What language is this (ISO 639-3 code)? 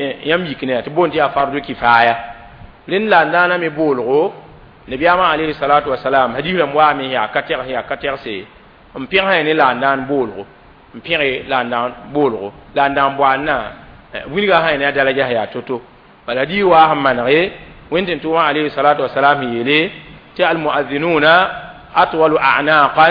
mos